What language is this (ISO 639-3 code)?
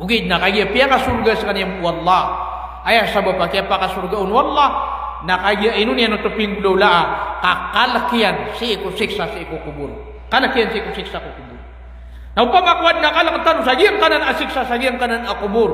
mrw